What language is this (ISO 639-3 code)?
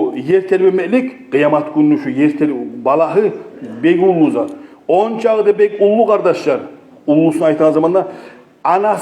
kum